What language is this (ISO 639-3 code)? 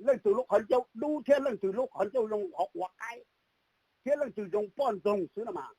hmn